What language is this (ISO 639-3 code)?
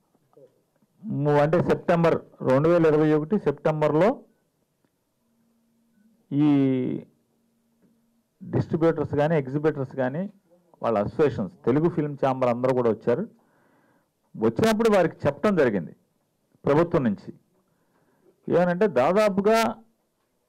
tel